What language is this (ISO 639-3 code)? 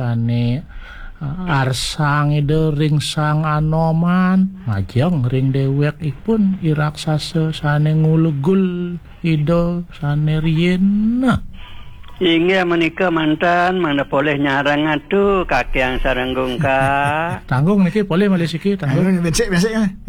ban